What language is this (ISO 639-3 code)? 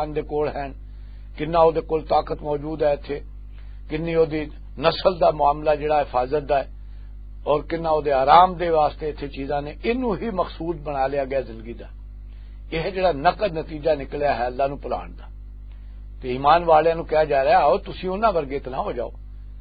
lah